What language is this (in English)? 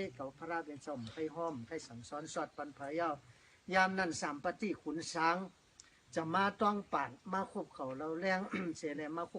Shan